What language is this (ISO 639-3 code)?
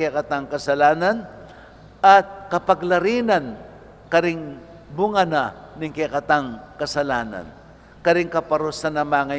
pam